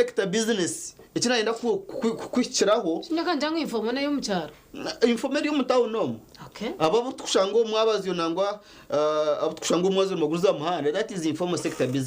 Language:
Nyankole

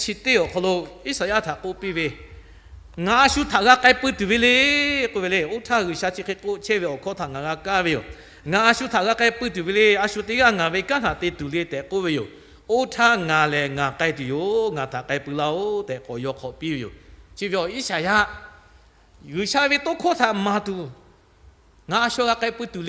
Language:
Lahu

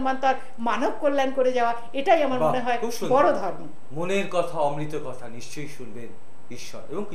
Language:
Bangla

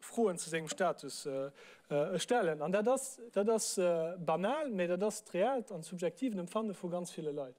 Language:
Luxembourgish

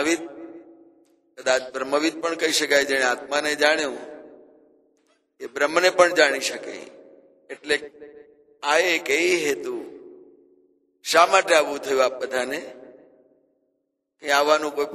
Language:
Gujarati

